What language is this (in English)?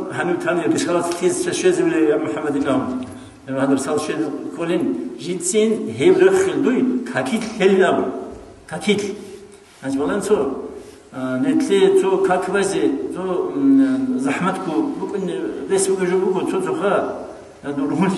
Avaric